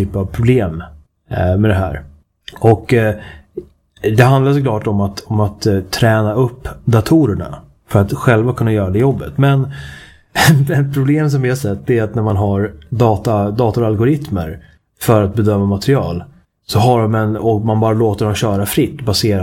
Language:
Swedish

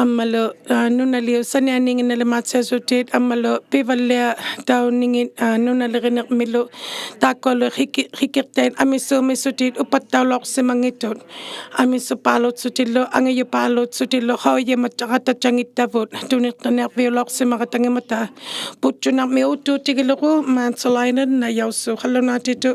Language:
Inuktitut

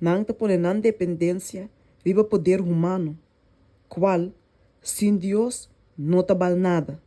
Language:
Papiamento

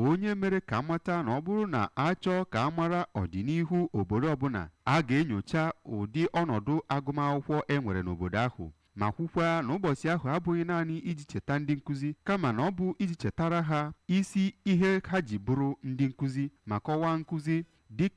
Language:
Igbo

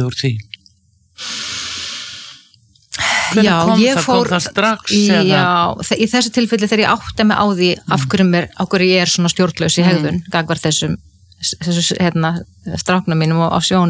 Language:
Icelandic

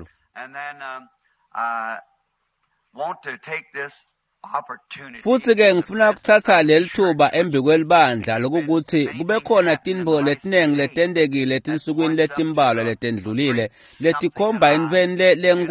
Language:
Swati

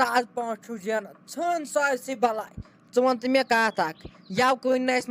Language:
Kashmiri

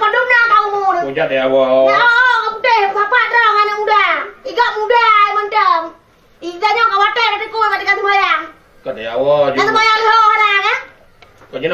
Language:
Achinese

